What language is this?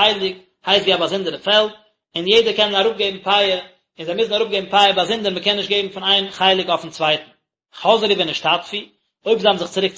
Yiddish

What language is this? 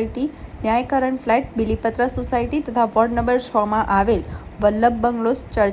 Gujarati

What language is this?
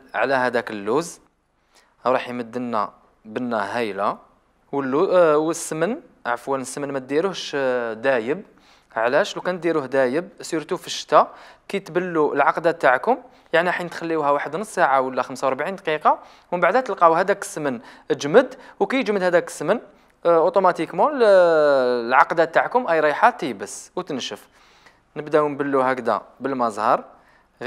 Algerian Arabic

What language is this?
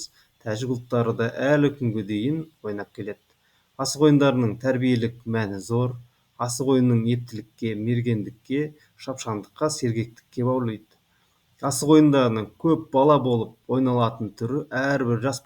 Kazakh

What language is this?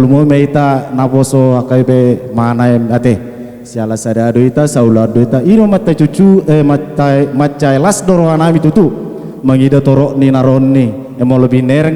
Batak Toba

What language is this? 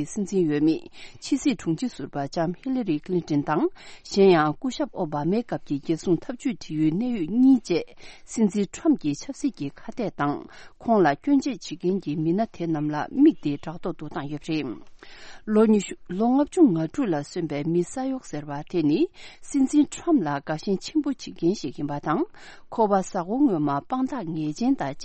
Tibetan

